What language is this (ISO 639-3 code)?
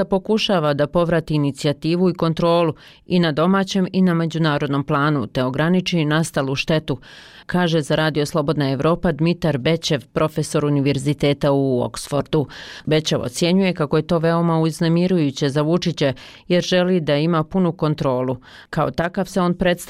bos